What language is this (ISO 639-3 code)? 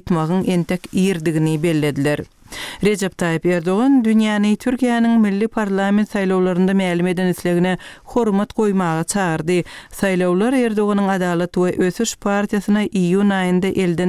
tuk